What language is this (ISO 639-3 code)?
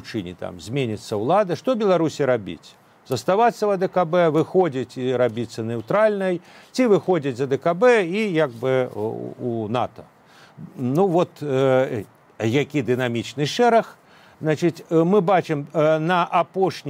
bel